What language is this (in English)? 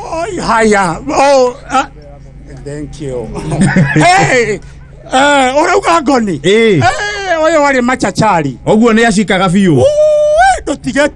Kikuyu